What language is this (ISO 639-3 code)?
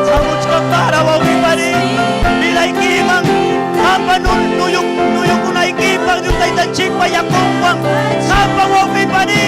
quy